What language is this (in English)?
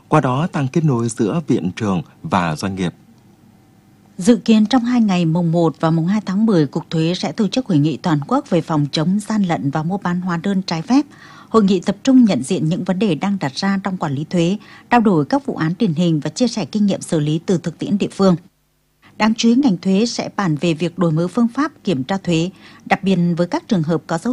Vietnamese